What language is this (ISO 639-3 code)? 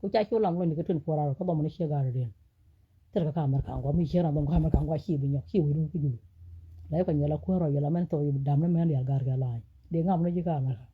nus